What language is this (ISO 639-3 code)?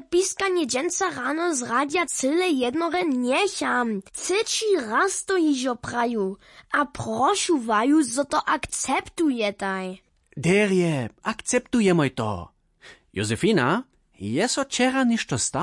hsb